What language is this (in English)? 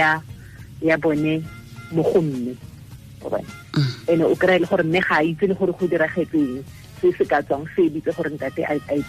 Tswana